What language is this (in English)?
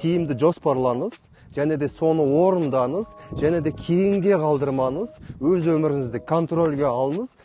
Kazakh